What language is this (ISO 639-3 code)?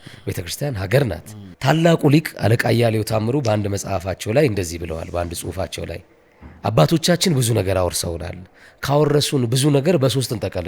amh